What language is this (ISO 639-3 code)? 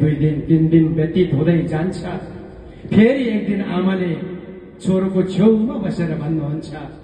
nep